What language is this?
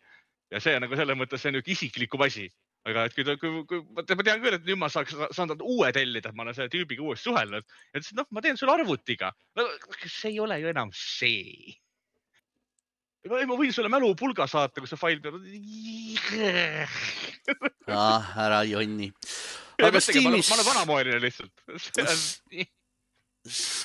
Estonian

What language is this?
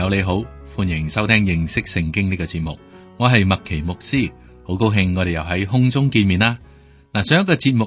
Cantonese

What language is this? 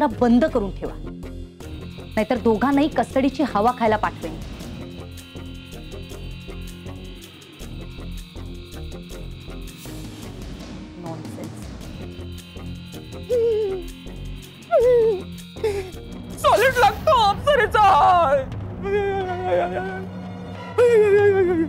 Marathi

